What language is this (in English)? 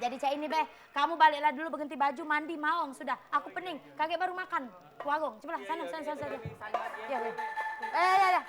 Musi